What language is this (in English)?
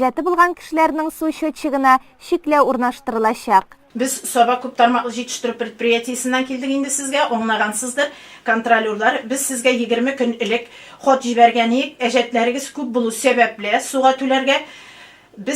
Tatar